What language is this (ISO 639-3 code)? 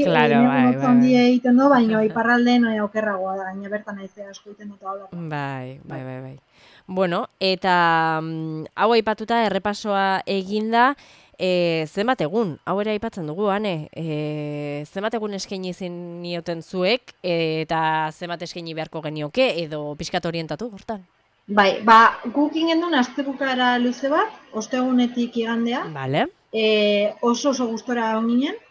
eus